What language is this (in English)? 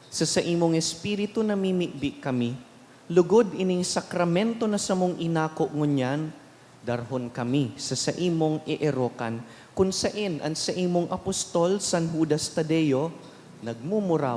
Bikol